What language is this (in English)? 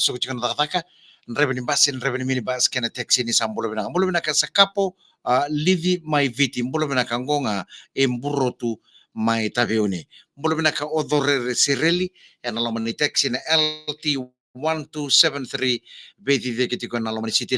Fijian